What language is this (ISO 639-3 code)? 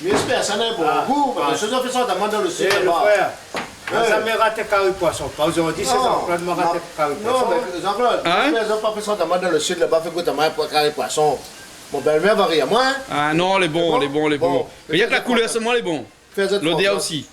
rcf